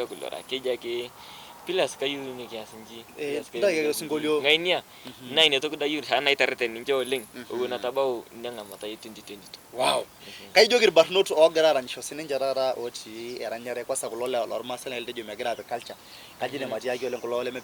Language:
Masai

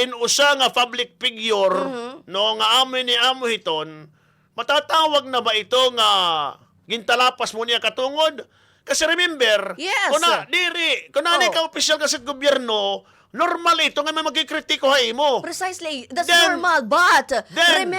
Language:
Waray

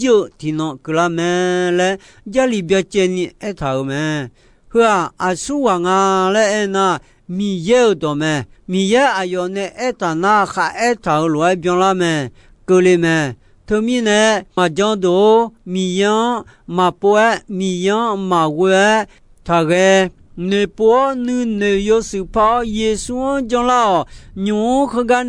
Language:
Akha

